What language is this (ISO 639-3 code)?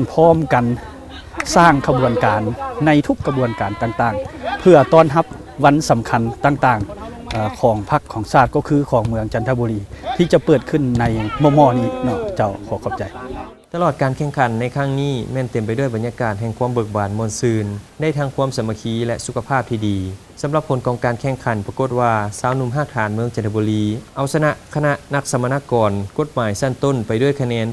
lao